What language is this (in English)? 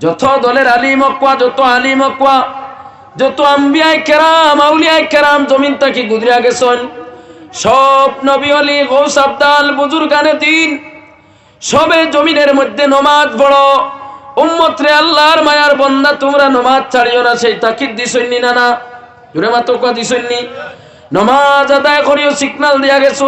Sylheti